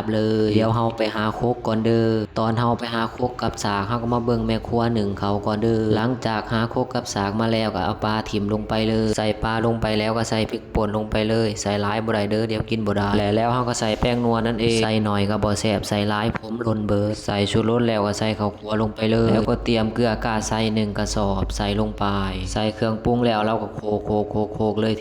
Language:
Lao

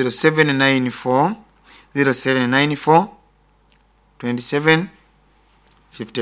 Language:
Nyoro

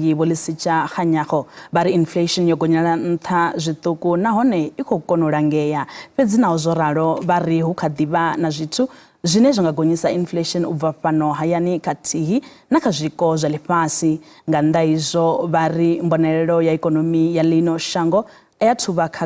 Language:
Venda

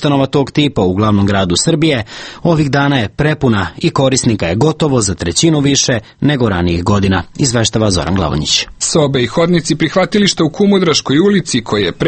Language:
Serbian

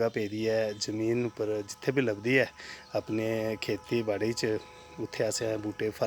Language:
Dogri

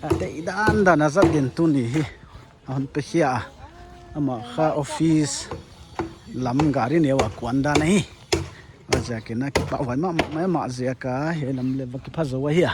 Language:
Paite Chin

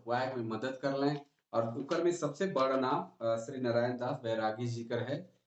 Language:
Sadri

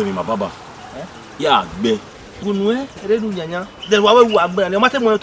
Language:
Bini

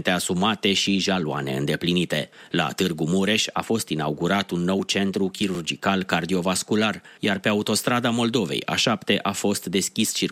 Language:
Romanian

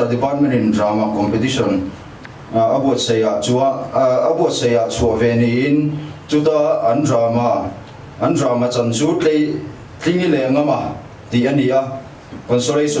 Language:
Mizo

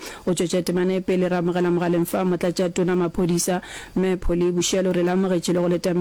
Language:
Northern Sotho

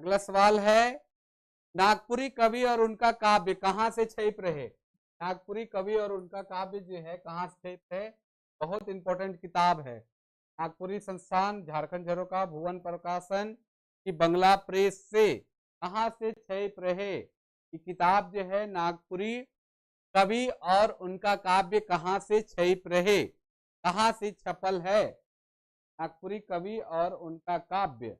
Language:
Sadri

